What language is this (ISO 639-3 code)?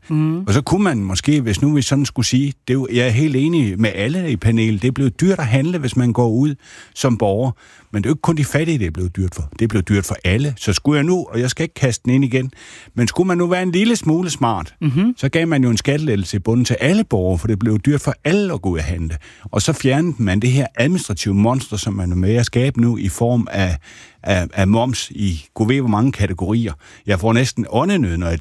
dan